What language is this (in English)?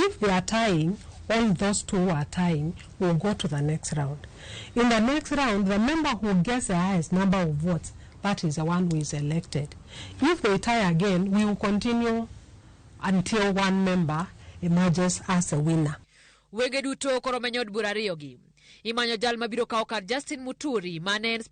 Luo (Kenya and Tanzania)